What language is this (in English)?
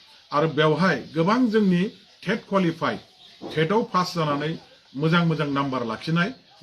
Bodo